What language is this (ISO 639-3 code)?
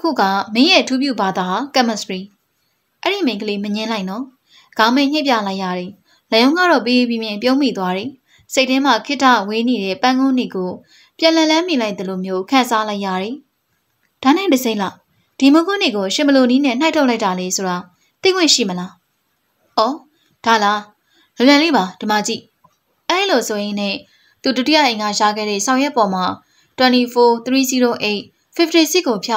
mya